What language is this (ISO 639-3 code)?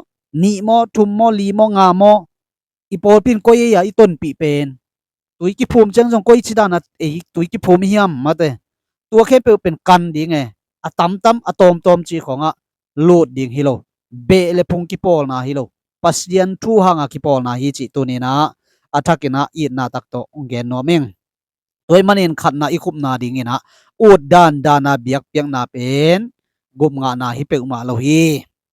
ctd